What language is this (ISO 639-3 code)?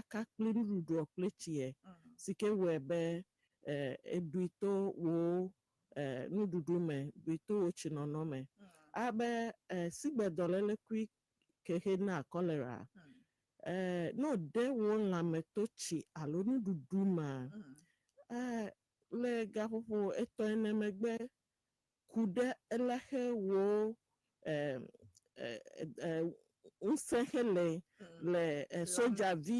ewe